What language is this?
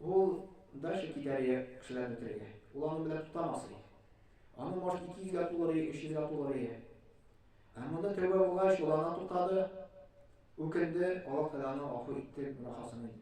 Tatar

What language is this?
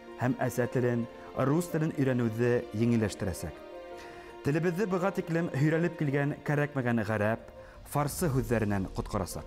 Bashkir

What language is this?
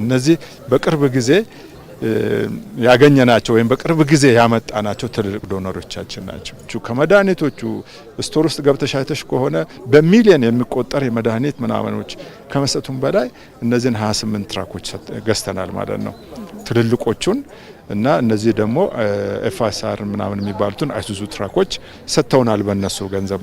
Amharic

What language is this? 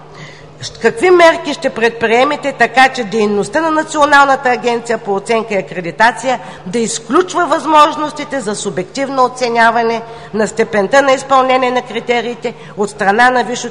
Bulgarian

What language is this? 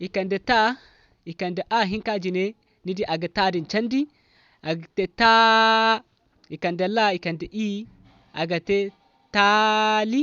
Zarma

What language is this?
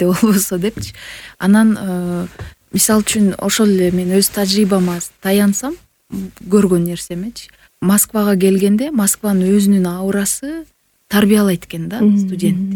Kyrgyz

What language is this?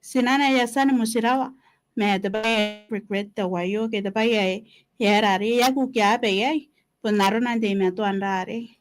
Gilbertese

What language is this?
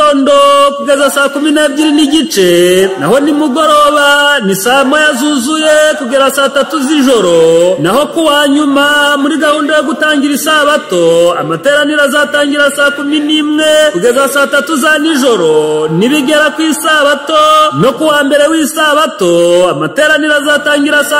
Kinyarwanda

